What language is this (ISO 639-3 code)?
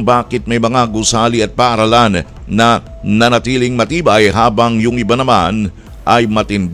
fil